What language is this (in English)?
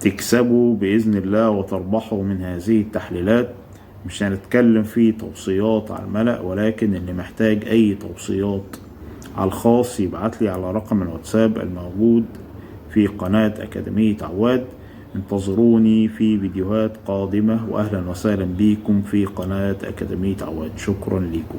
Egyptian Arabic